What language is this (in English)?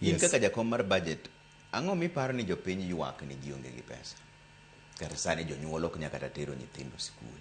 Luo (Kenya and Tanzania)